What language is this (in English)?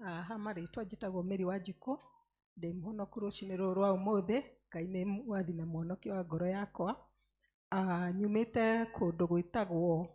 Kikuyu